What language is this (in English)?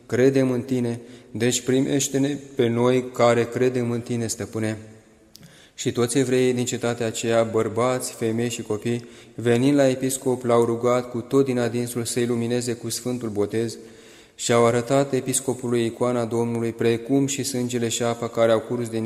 Romanian